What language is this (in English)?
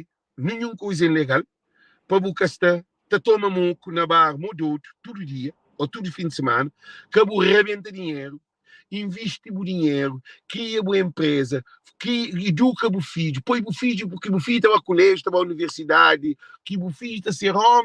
Kabuverdianu